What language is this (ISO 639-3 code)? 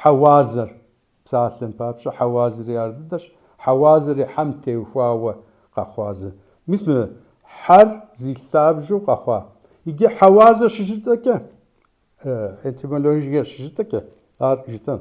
kbd